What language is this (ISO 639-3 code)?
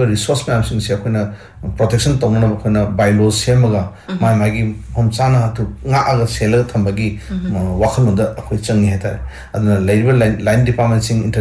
mni